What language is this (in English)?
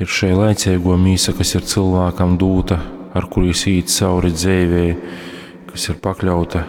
Latgalian